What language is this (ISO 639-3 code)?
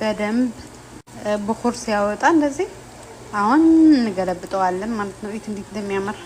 amh